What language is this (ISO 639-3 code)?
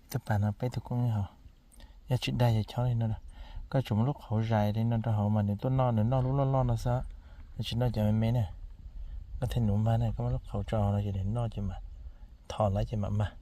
hmn